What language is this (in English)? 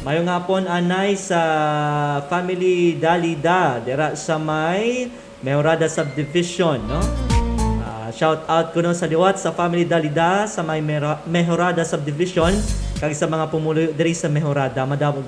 Hiligaynon